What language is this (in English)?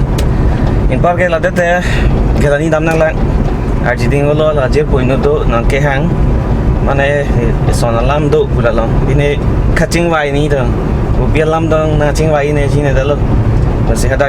Karbi